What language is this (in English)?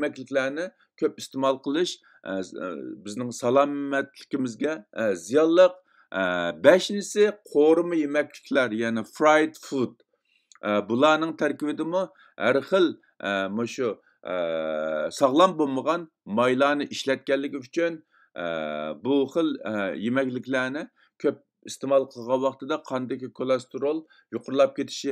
Uyghur